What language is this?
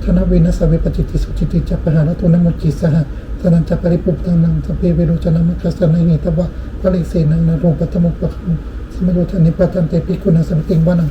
Pali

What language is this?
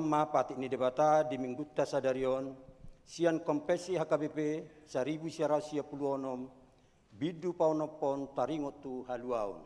Batak Toba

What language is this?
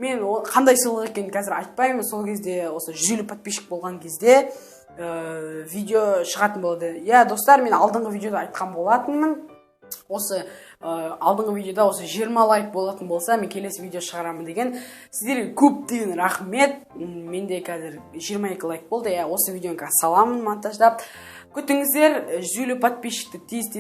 Kazakh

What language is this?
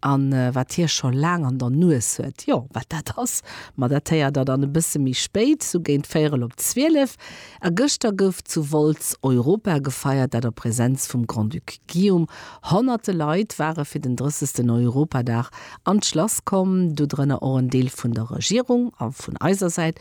Luxembourgish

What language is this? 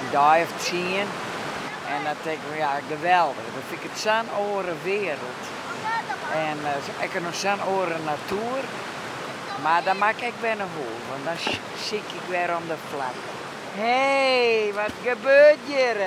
Western Frisian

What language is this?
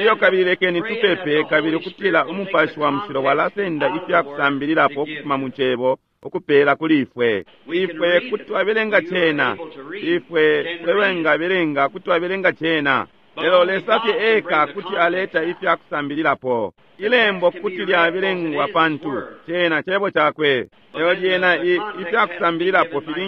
Bemba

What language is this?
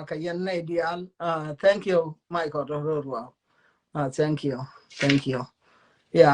Nuer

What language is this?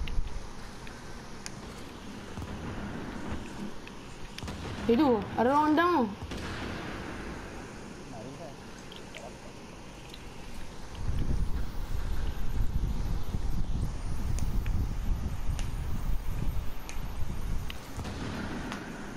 Malay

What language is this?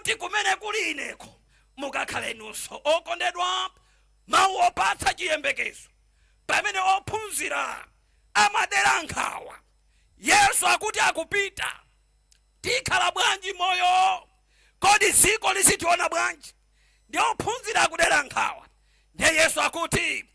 Nyanja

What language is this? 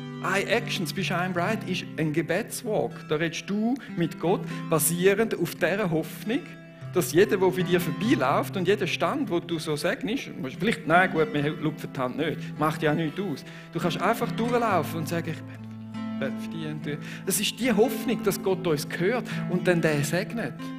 Swiss German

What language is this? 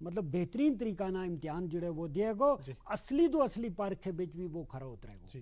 Gujari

